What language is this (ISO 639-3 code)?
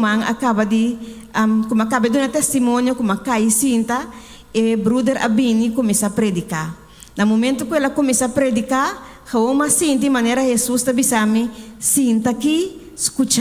pap